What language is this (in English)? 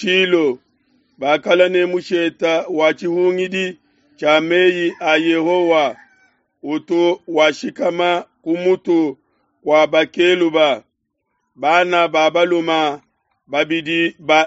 Luba-Lulua